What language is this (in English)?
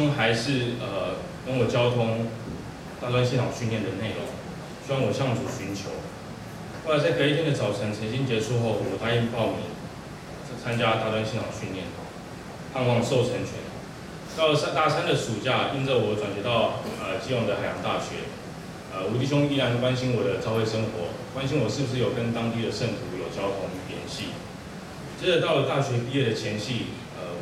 Chinese